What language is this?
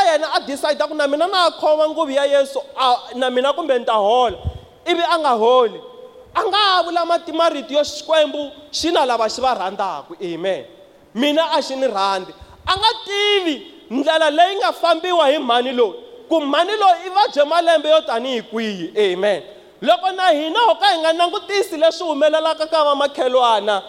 Tsonga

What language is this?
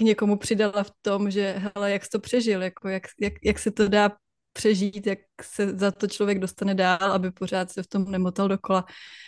Czech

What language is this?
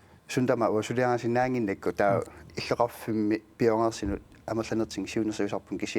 Kalaallisut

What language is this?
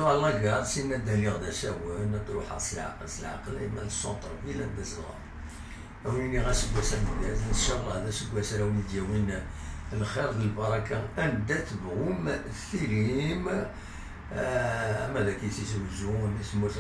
Kabyle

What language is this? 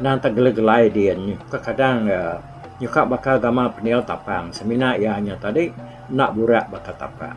Iban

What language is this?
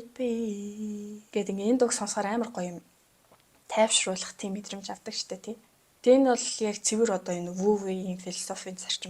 Mongolian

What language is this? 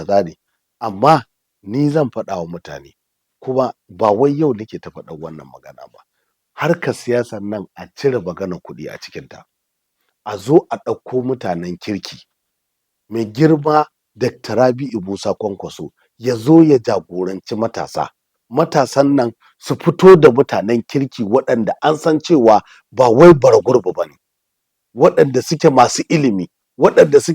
Hausa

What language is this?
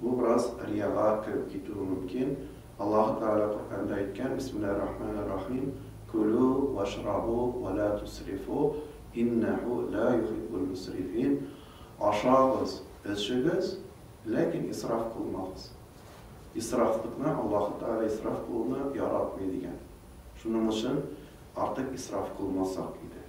Tatar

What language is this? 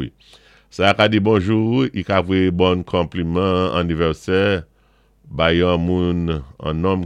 Saint Lucian Creole French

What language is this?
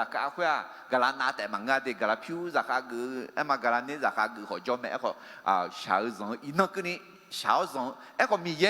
Akha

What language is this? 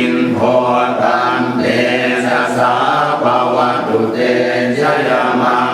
Pali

